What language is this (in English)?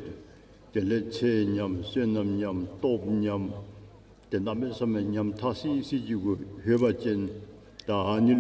Dzongkha